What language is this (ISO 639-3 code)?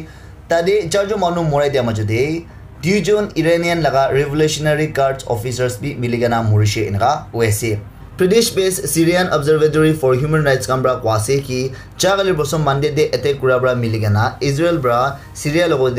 nag